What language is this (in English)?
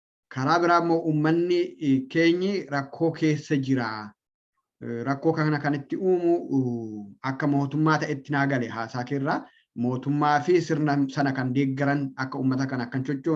Oromo